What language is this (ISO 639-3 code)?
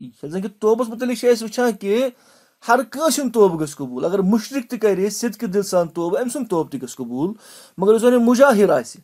kas